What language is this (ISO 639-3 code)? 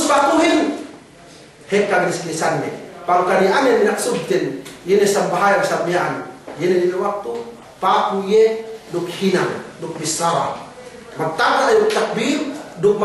yka